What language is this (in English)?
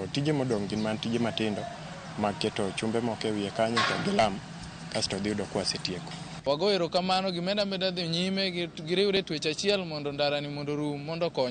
Luo (Kenya and Tanzania)